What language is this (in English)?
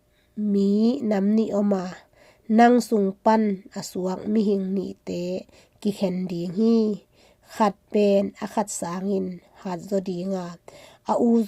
Tedim Chin